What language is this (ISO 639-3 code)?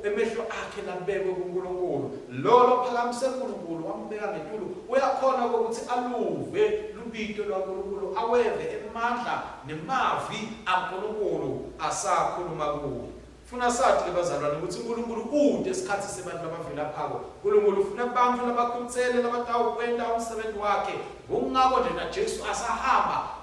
ssw